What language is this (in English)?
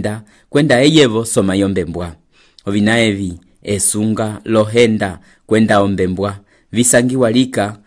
Umbundu